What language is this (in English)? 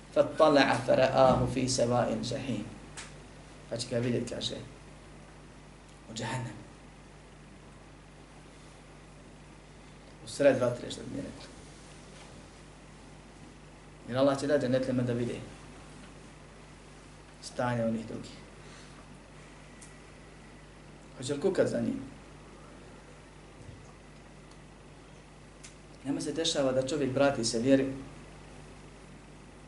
Bosnian